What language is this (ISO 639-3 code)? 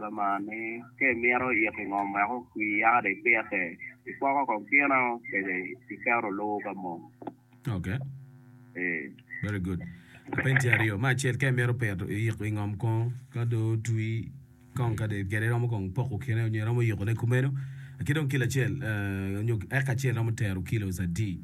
ach